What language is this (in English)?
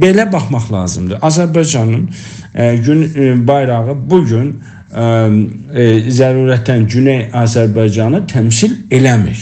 South Azerbaijani